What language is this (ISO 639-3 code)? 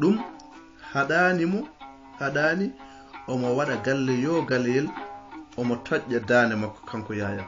ful